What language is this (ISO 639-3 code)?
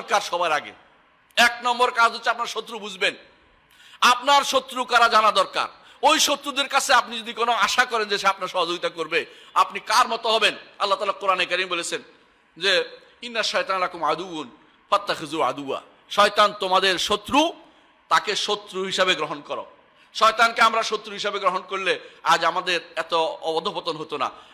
ben